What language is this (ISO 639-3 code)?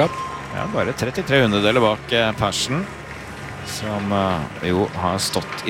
nor